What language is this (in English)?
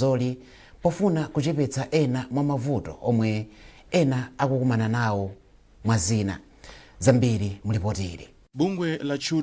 Nyanja